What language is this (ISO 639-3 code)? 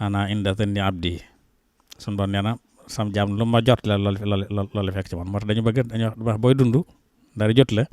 wol